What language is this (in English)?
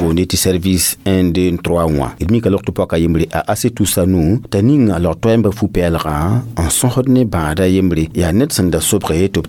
Mossi